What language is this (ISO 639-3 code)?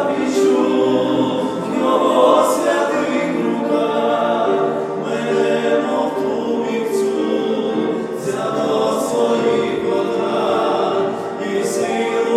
ukr